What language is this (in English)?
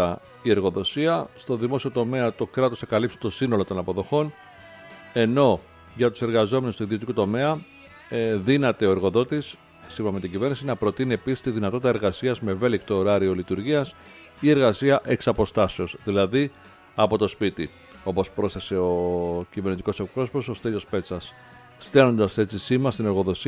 Greek